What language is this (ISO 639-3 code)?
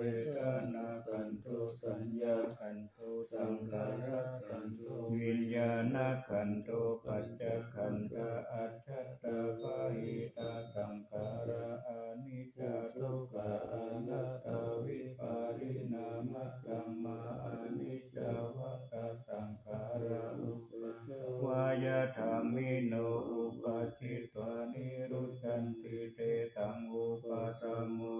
pli